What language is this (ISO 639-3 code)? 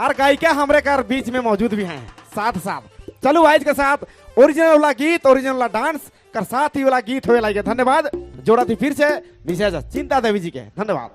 sck